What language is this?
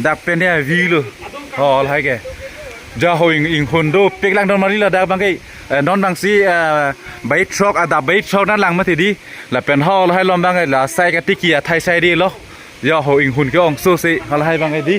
Karbi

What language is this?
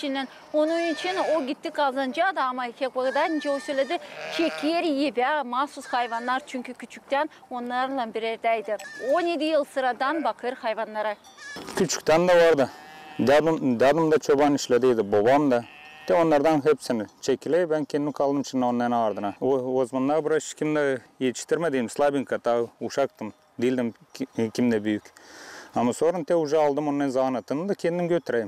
Gagauz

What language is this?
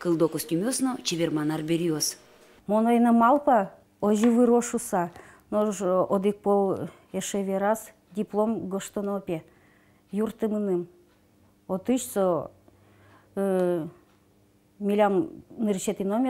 Udmurt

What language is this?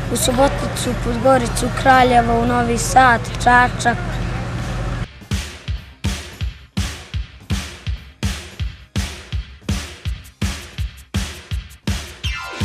Serbian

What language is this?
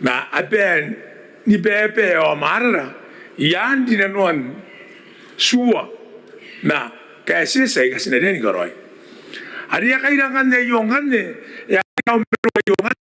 Gilbertese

